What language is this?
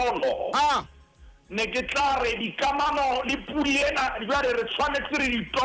Southern Sotho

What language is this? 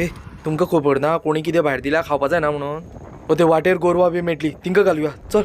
Konkani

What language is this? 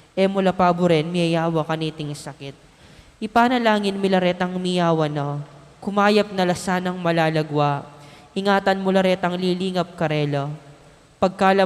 Pampanga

